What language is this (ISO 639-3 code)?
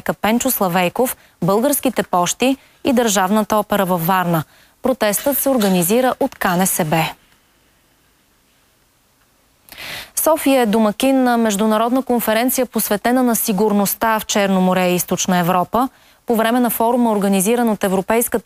bul